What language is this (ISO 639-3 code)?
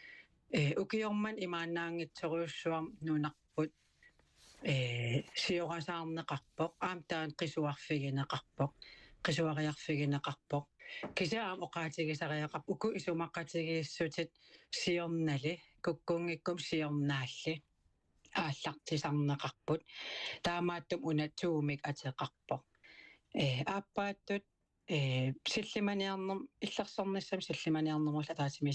kal